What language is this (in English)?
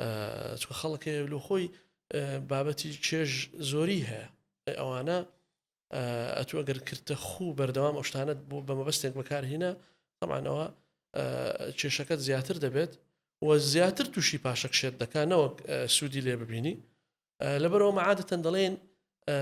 Central Kurdish